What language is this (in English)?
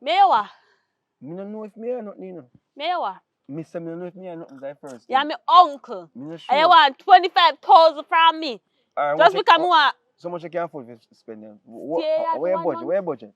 Jamaican Creole English